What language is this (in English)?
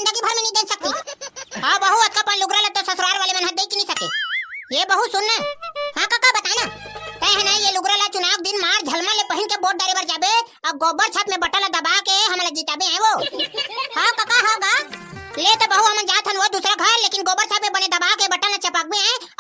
Chhattisgarhi